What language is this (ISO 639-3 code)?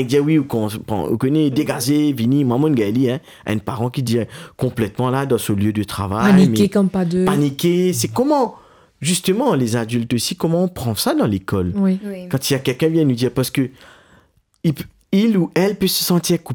mfe